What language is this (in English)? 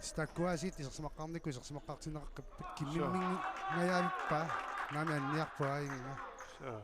Kalaallisut